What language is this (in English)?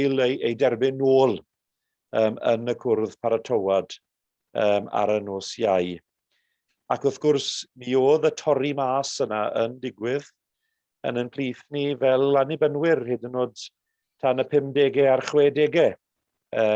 Welsh